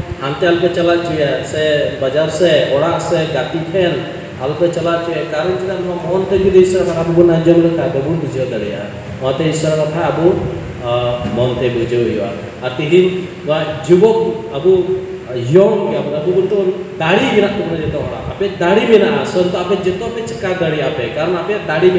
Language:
Santali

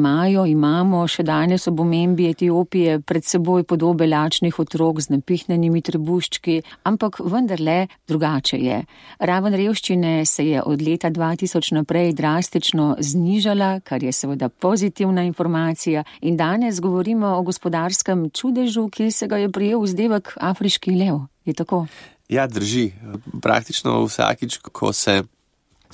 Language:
Slovenian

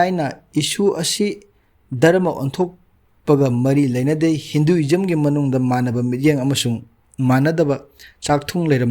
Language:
Manipuri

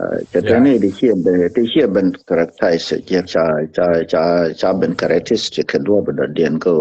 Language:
Nuer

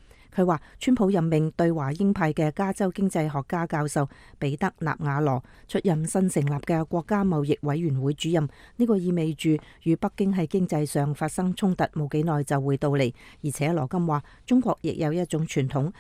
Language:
Cantonese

